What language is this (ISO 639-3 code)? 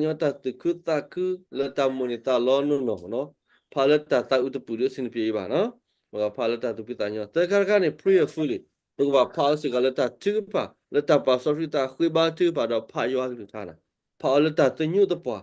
ksw